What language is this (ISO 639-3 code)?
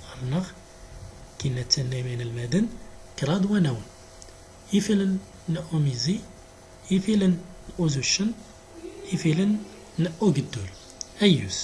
tzm